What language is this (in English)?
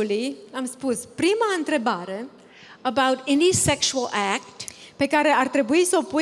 Romanian